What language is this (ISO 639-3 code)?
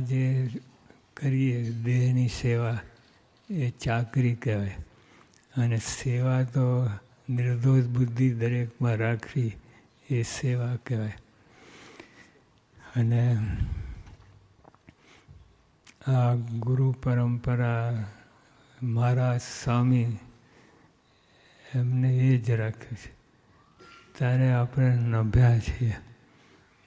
guj